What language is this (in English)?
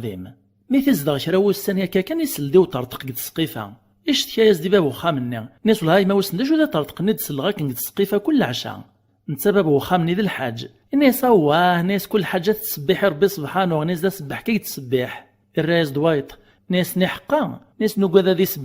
Kabyle